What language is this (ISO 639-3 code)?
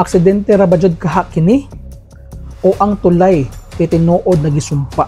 ceb